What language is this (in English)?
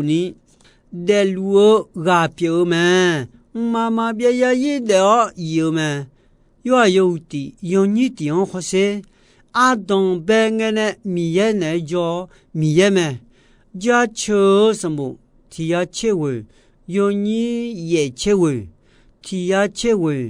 Akha